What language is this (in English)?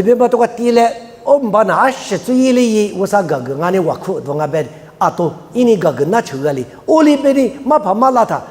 Lisu